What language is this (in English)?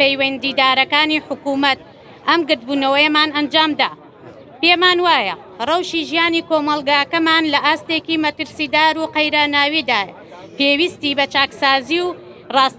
Central Kurdish